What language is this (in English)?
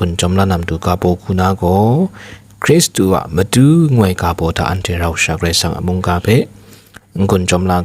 Kachin